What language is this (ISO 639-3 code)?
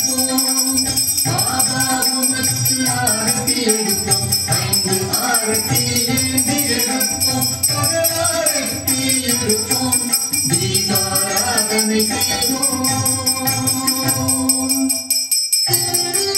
tam